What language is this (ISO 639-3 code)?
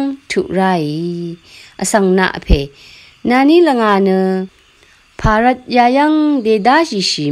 raw